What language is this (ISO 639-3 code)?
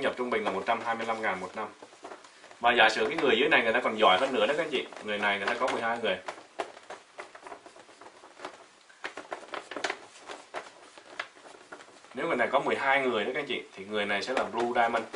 vie